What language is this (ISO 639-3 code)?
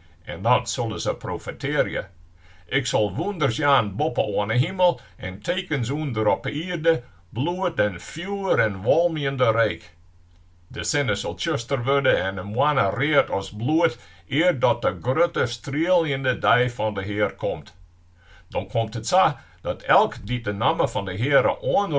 fry